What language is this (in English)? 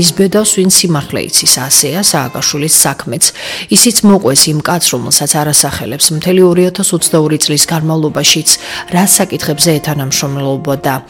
Georgian